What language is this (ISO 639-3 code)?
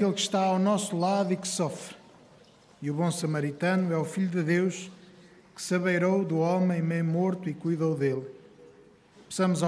por